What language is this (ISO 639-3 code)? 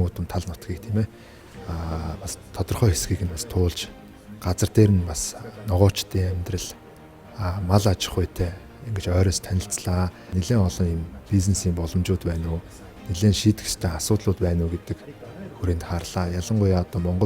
mon